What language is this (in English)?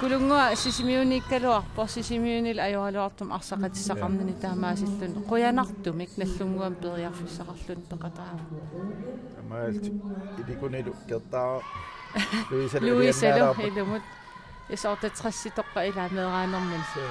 Kalaallisut